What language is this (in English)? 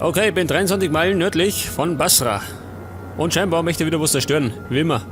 Bavarian